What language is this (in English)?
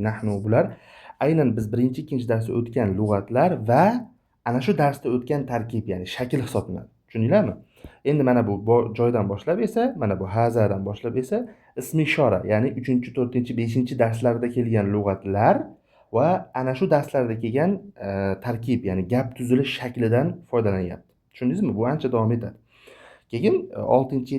Uzbek